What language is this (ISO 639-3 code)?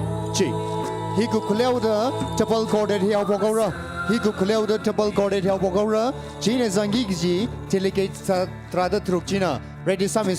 nmf